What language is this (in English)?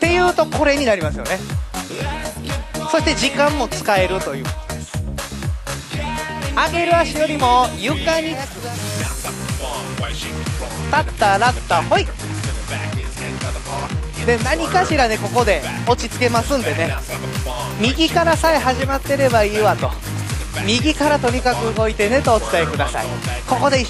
Japanese